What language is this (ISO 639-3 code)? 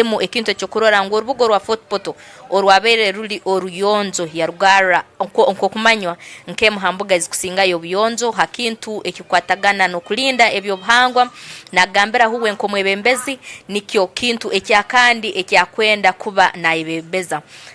ttj